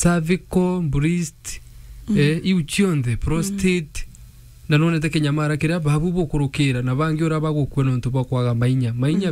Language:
Meru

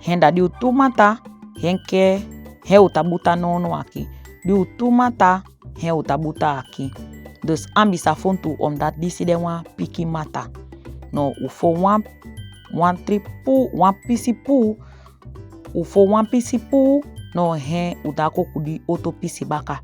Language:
Saramaccan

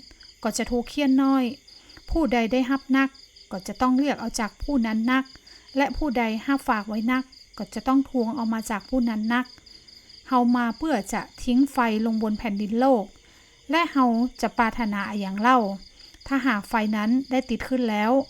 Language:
Northern Thai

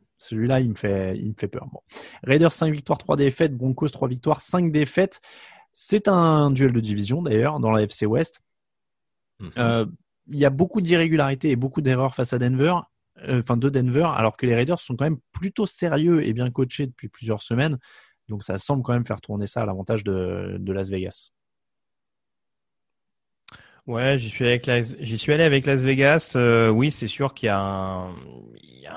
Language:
French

